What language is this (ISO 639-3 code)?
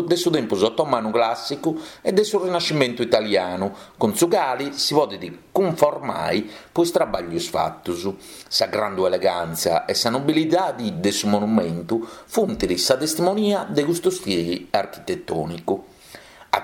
srd